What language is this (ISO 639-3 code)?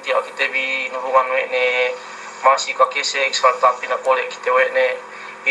yka